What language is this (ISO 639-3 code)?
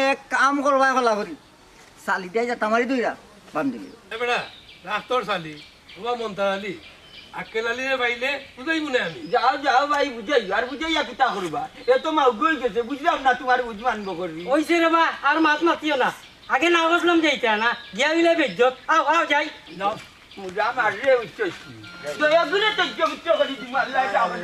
syl